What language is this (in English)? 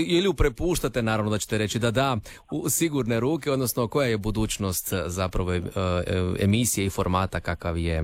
Croatian